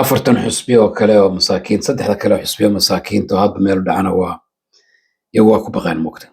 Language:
Somali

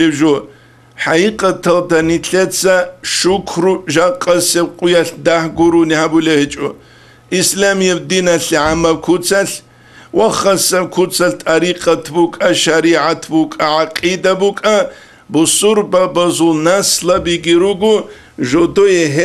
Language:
Avaric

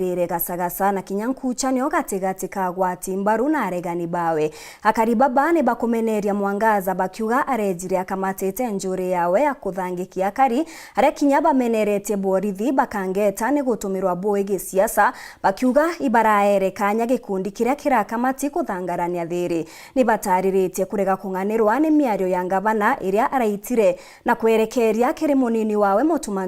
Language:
Meru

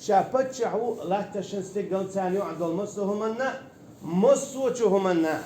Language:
Chechen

